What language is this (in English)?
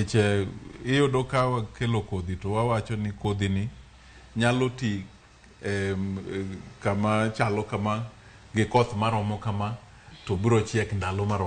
Luo (Kenya and Tanzania)